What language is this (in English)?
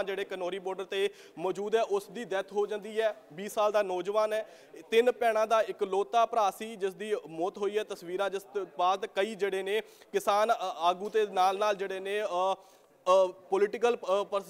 Punjabi